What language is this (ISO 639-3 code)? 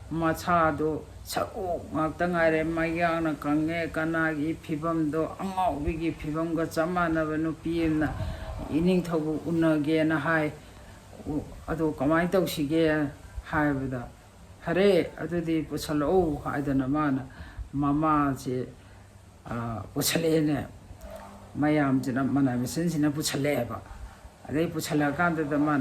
mni